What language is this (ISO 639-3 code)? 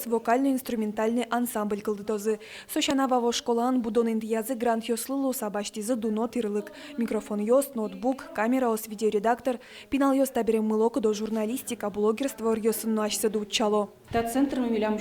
udm